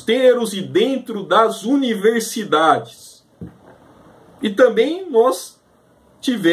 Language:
Portuguese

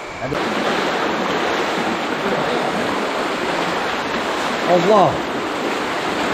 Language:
Malay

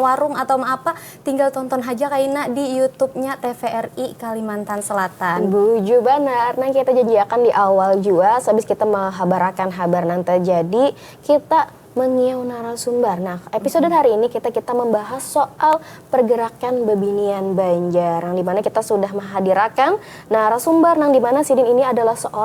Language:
Banjar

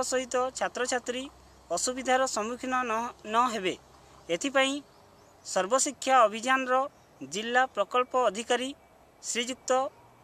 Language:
Odia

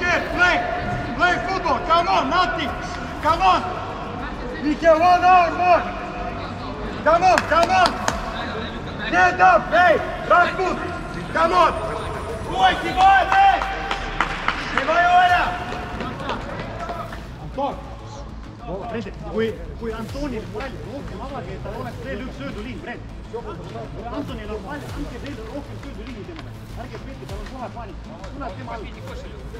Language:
Estonian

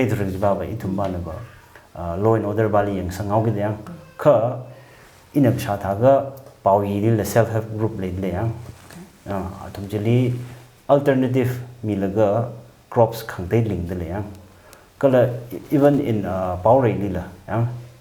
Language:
Tangkhul Naga (India)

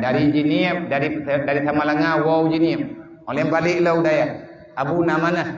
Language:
Achinese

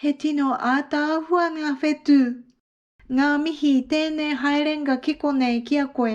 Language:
Māori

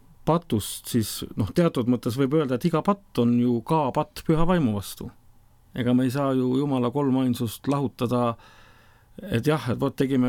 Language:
Estonian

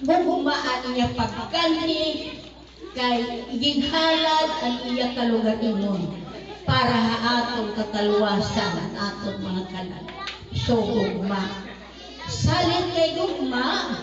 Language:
Waray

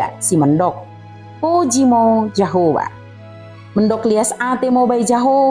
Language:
Batak Dairi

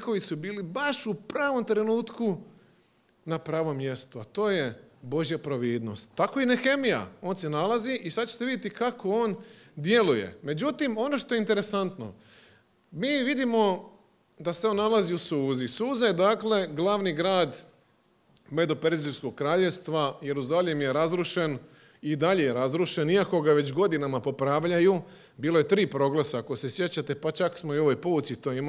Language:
Croatian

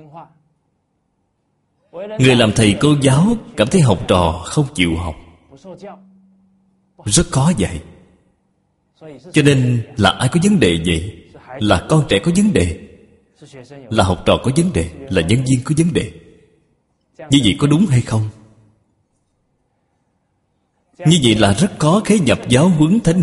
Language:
Vietnamese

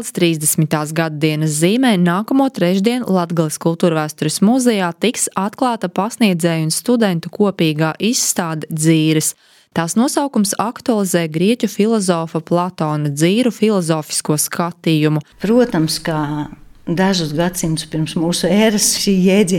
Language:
Latvian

